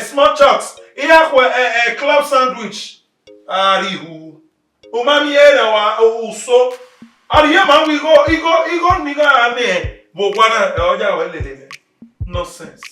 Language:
Bini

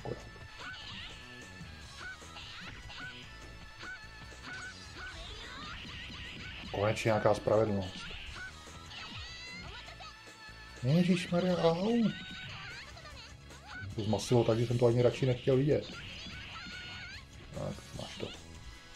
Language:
Czech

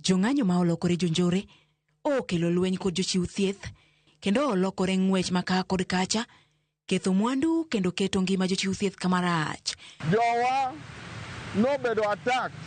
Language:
Luo (Kenya and Tanzania)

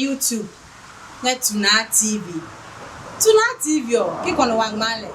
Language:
Adangme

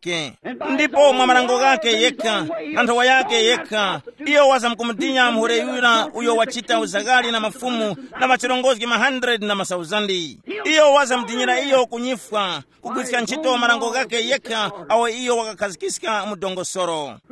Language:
Tumbuka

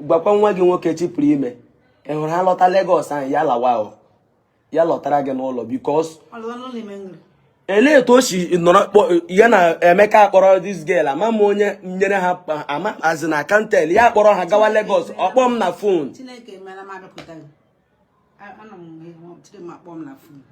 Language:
Igbo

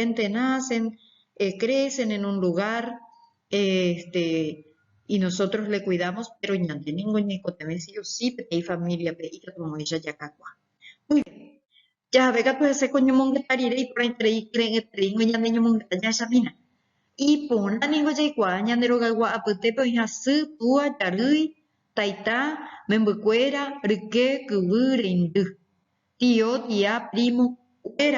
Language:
Guarani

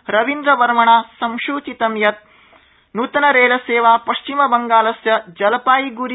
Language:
Sanskrit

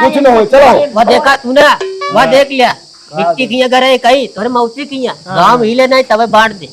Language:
Awadhi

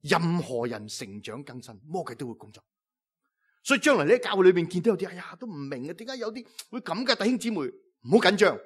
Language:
Cantonese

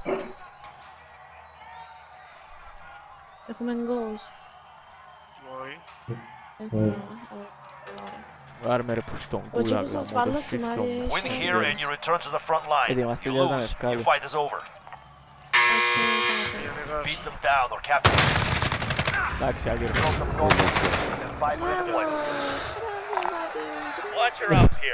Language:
Greek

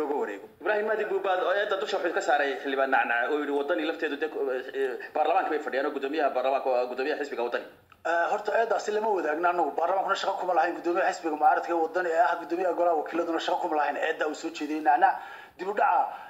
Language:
Somali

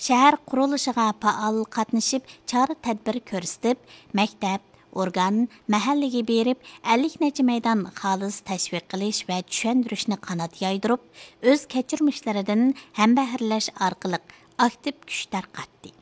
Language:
Uyghur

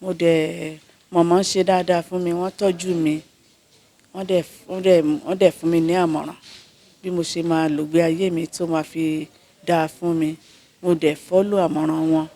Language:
Yoruba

